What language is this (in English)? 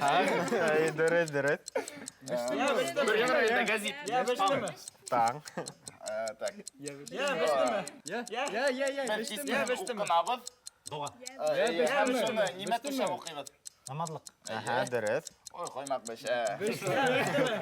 Bashkir